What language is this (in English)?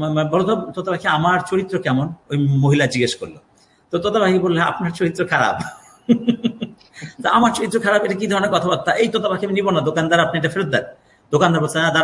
Bangla